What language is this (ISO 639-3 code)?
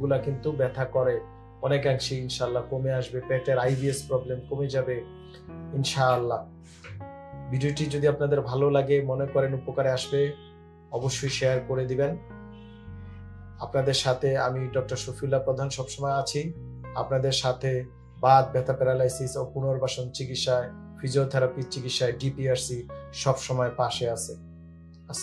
ben